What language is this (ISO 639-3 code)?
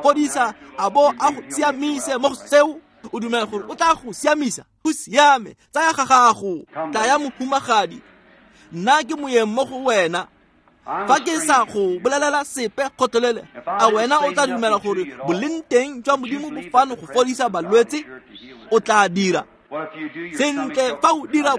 tsn